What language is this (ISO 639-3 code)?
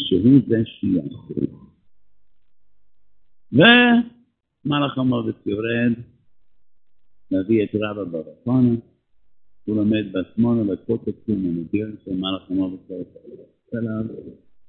heb